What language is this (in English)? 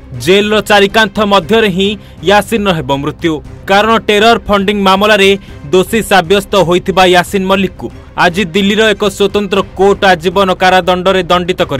Odia